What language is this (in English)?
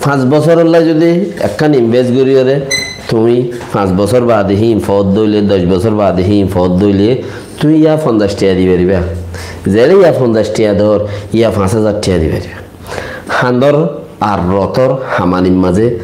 Rohingya